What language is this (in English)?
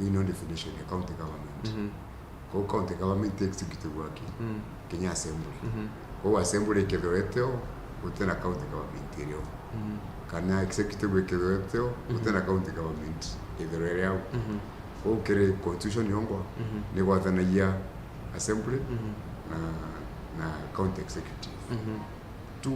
Meru